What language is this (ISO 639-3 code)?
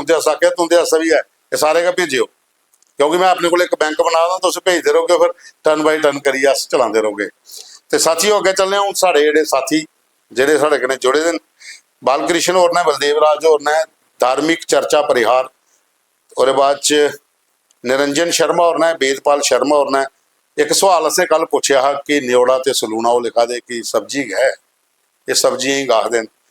doi